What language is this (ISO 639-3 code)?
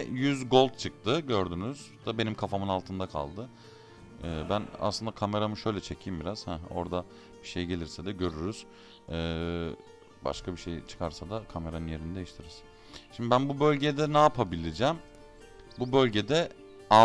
tur